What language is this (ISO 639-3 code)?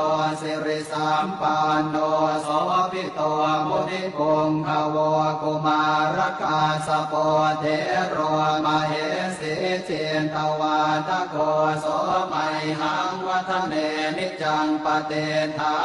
pli